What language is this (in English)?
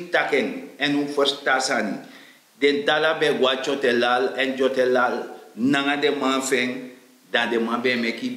Sranan Tongo